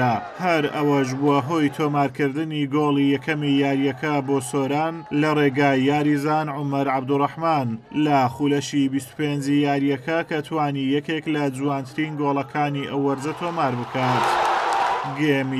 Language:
Central Kurdish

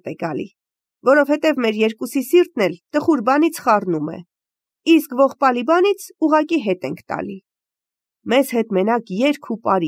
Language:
Armenian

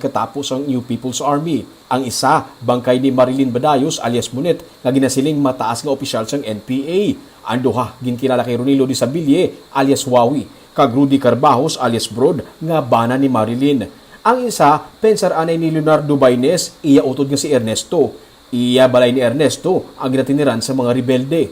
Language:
Hiligaynon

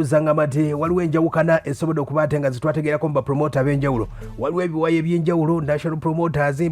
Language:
Ganda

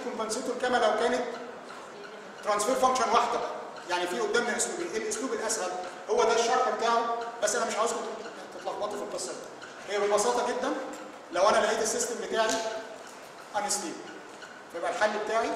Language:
Egyptian Arabic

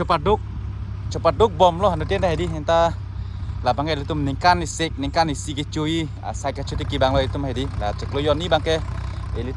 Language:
Karbi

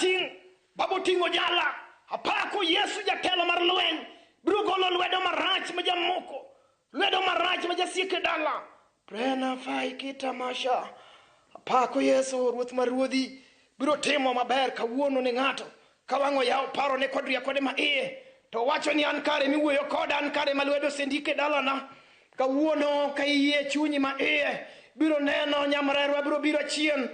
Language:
Luo (Kenya and Tanzania)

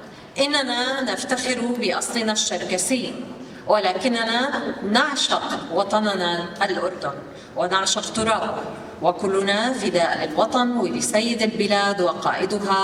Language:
North Levantine Arabic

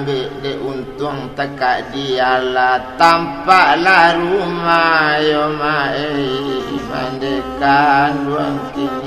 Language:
Minangkabau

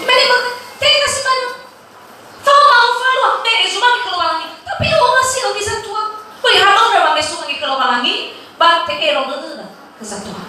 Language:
Nias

